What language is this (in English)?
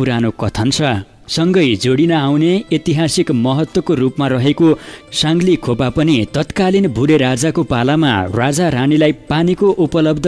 Nepali